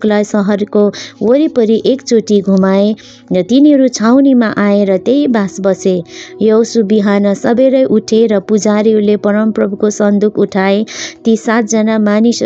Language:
Nepali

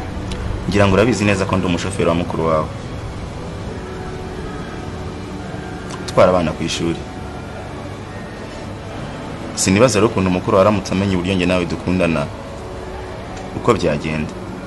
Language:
Kinyarwanda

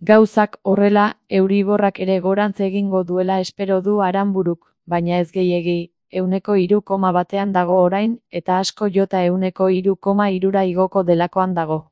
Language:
Basque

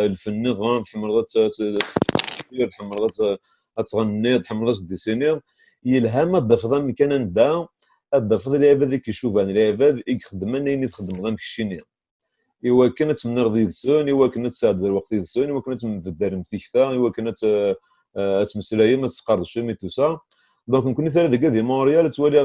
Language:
Kabyle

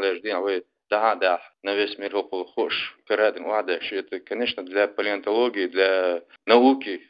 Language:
Chechen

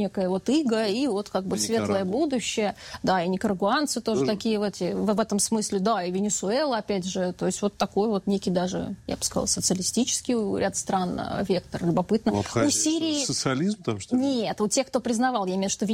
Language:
Russian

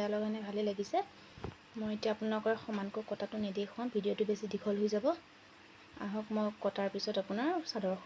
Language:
Assamese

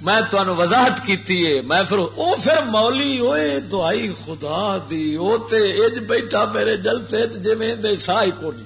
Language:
Western Panjabi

